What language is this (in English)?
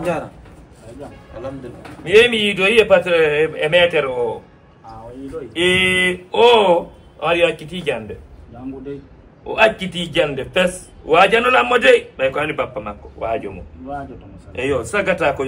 Fula